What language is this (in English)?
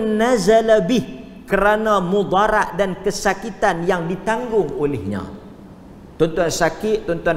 Malay